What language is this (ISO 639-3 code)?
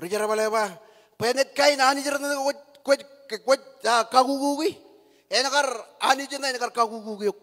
mah